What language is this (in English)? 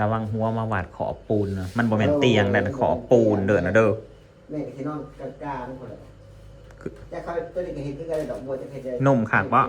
Northeastern Thai